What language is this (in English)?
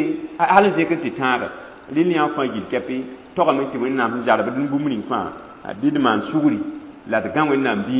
Mossi